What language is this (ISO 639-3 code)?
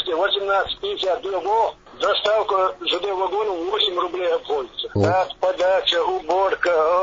che